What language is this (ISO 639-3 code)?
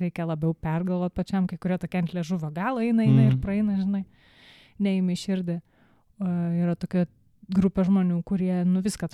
lit